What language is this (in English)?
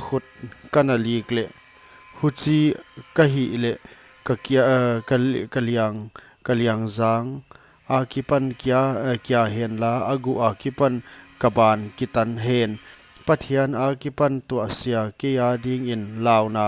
Paite Chin